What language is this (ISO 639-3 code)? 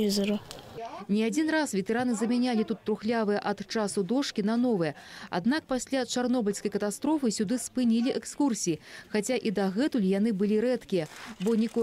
bel